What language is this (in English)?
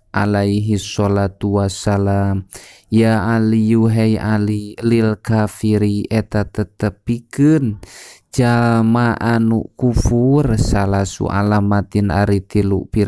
Sundanese